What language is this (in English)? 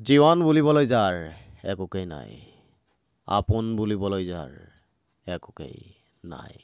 Assamese